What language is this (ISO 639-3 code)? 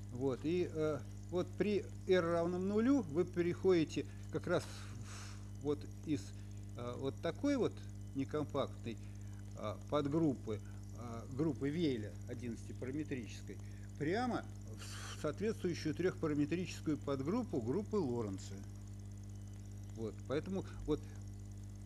rus